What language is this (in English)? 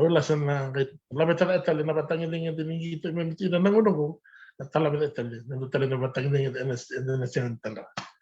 Fijian